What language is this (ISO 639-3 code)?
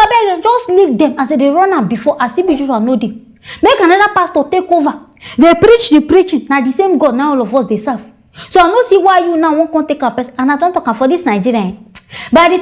pcm